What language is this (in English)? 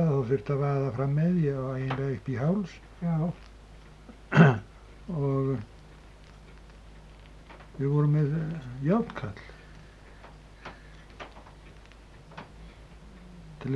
Icelandic